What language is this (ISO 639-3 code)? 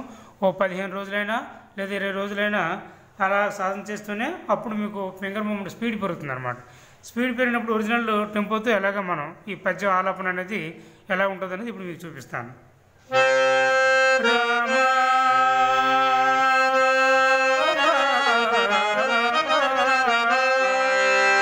tel